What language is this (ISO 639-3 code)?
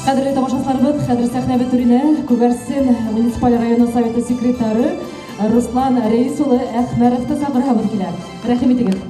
bak